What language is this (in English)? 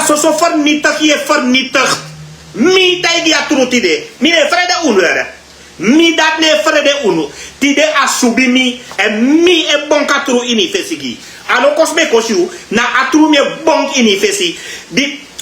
Sranan Tongo